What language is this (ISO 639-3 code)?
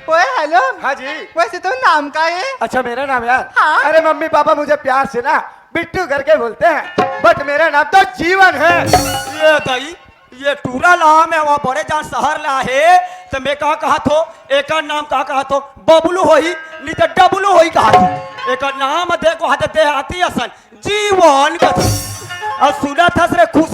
hne